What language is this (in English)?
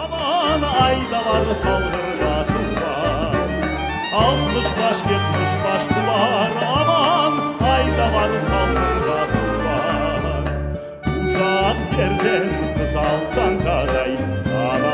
Crimean Tatar